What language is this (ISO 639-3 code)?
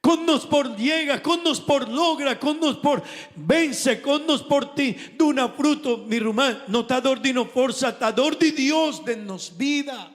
pap